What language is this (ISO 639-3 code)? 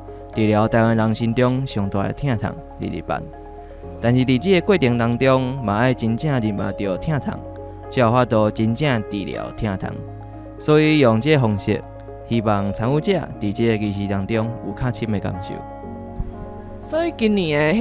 nan